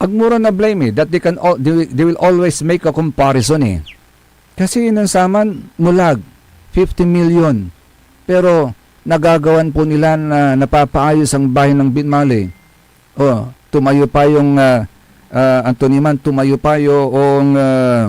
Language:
Pangasinan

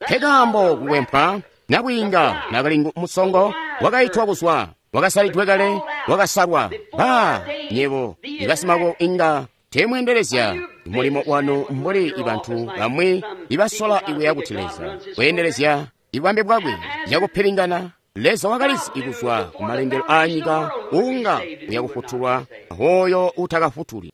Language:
Tonga (Zambia)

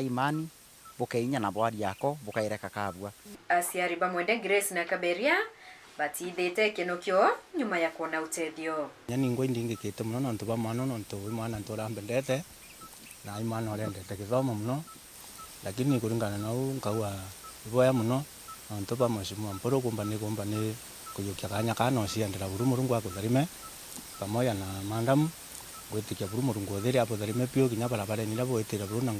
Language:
Meru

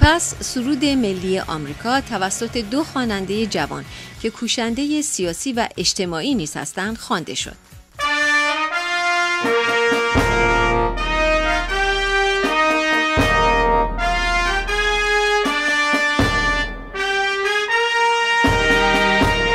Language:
Persian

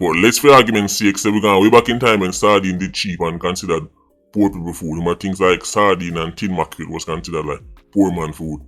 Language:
Jamaican Creole English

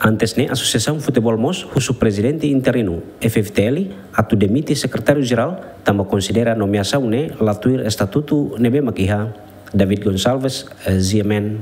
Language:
Tetum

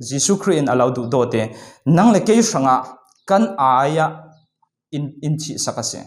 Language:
Falam Chin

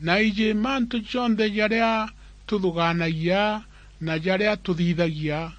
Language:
Meru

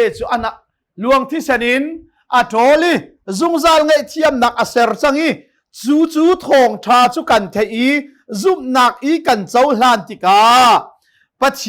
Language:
Hakha Chin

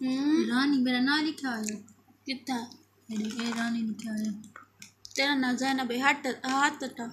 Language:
Saraiki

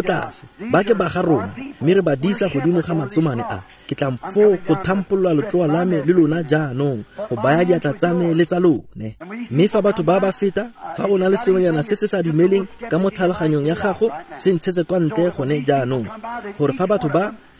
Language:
Tswana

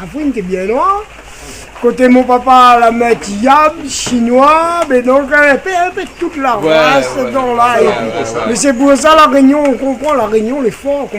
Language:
Réunion Creole French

